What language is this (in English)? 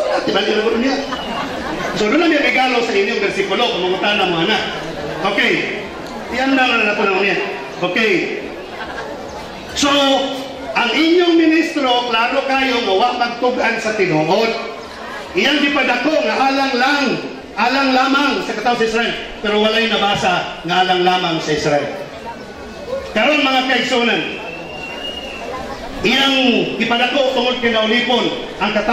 Cebuano